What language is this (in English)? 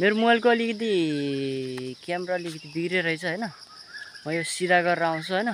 Nepali